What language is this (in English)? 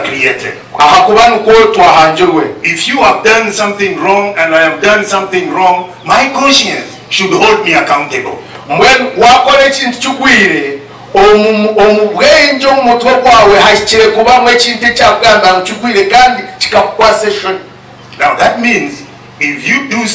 Nyankole